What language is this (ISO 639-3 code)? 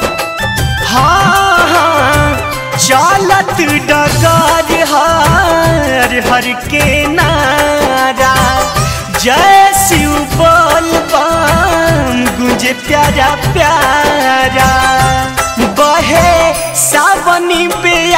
bho